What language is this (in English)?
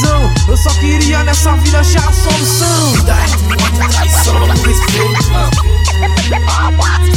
Portuguese